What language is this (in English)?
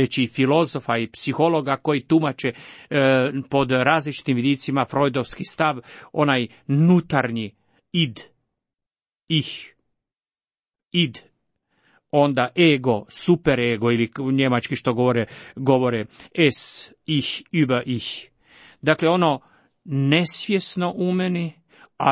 Croatian